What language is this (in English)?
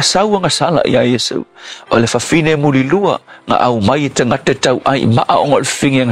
Samoan